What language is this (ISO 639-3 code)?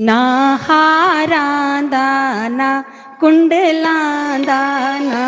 doi